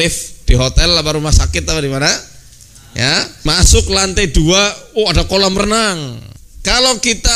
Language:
Indonesian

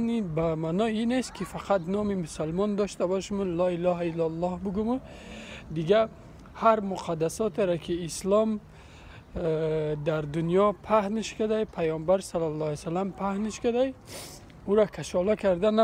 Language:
Persian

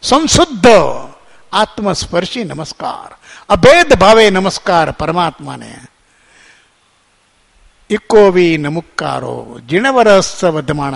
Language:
Gujarati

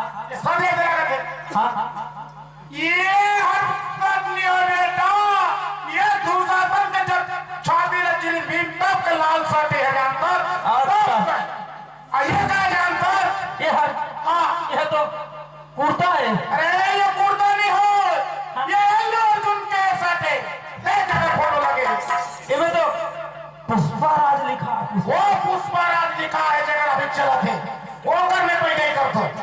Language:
Chhattisgarhi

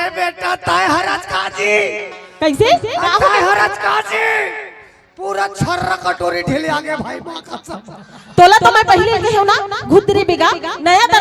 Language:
Chhattisgarhi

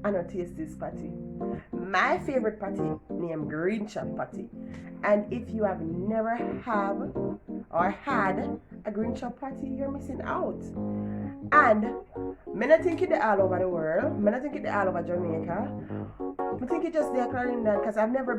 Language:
Jamaican Creole English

